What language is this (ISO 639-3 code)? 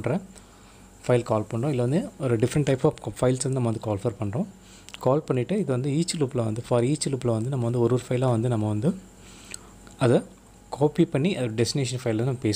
tam